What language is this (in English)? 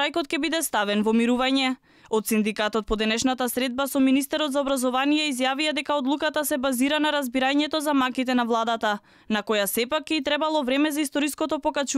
Macedonian